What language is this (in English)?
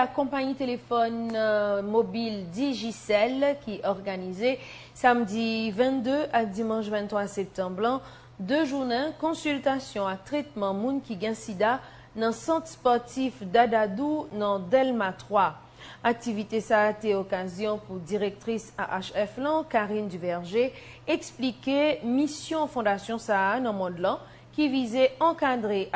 Haitian Creole